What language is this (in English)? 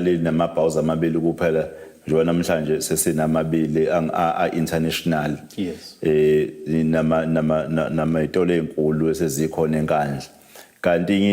Zulu